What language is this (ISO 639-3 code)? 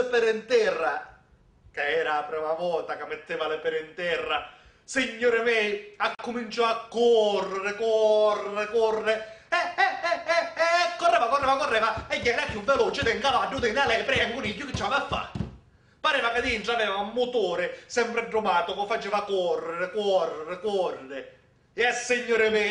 scn